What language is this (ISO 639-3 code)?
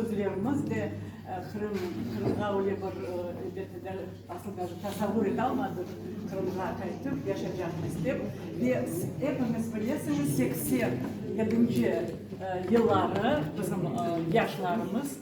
crh